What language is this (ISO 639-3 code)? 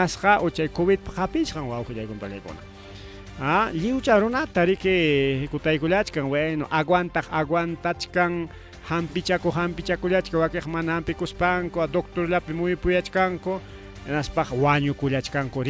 quy